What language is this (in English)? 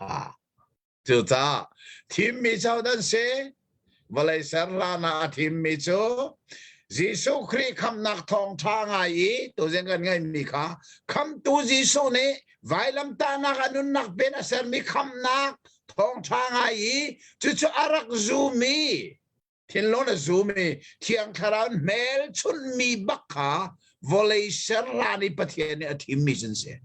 Hakha Chin